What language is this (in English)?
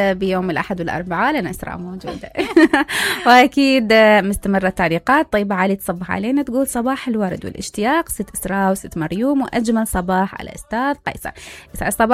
Mesopotamian Arabic